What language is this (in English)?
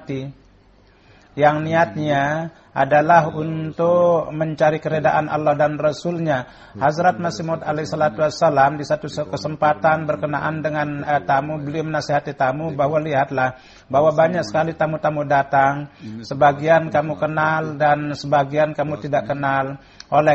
Indonesian